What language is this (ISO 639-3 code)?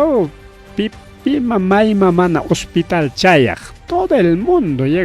quy